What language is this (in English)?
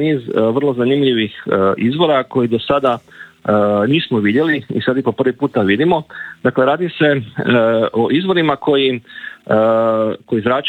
Croatian